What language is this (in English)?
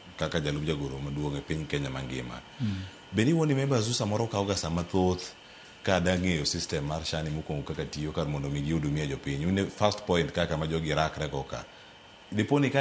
Luo (Kenya and Tanzania)